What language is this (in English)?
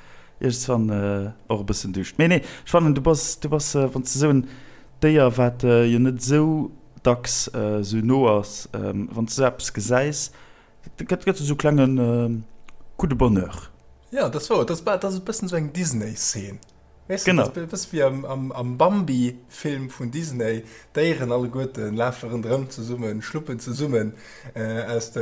Luxembourgish